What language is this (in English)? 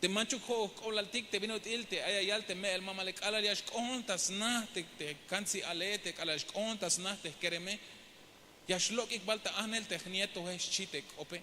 Tzeltal